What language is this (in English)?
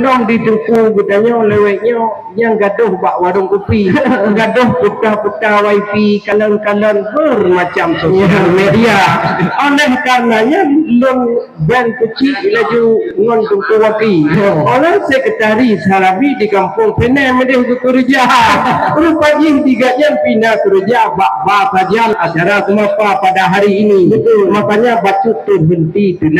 Achinese